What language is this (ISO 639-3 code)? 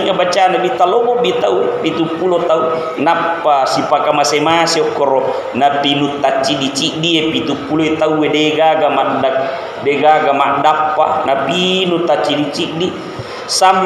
bug